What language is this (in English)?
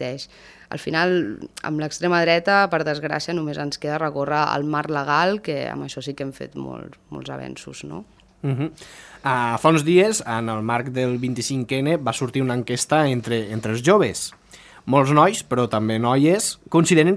Catalan